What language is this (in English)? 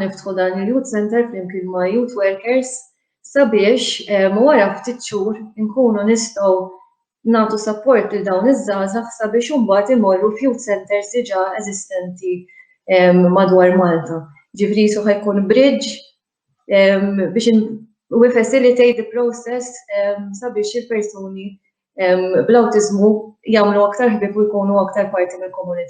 Maltese